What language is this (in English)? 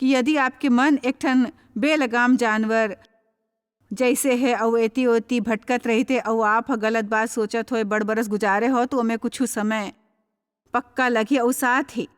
Chhattisgarhi